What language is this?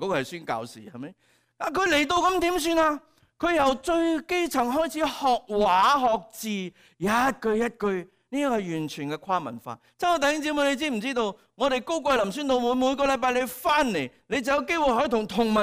Cantonese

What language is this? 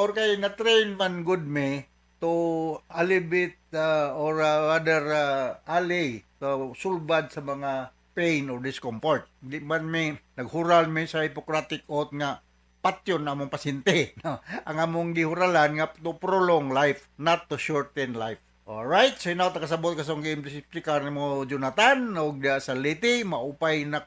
Cebuano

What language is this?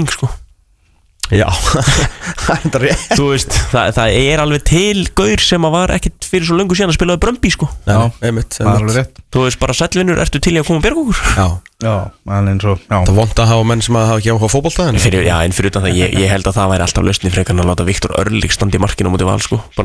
Icelandic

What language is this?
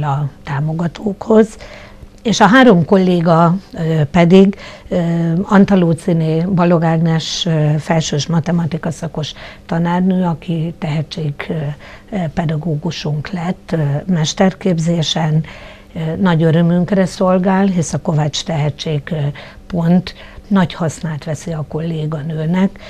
Hungarian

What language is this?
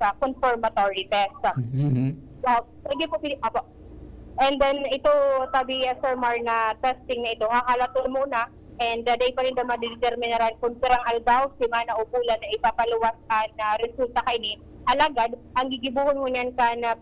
Bikol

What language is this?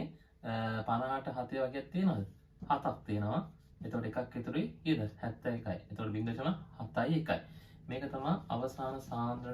Sinhala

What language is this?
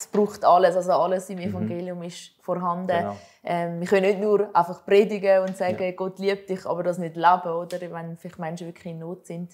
Swiss German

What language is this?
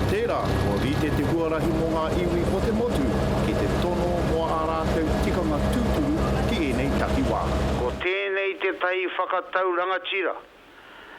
Māori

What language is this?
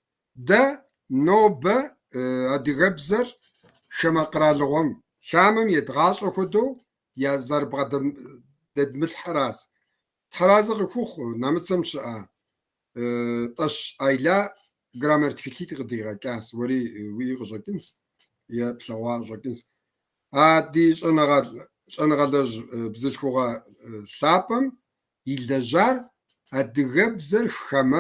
Kabardian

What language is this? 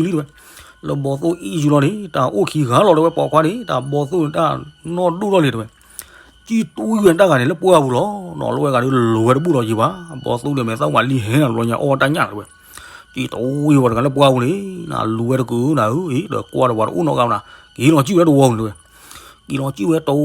S'gaw Karen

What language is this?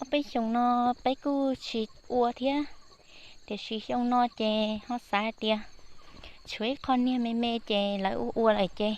Hmong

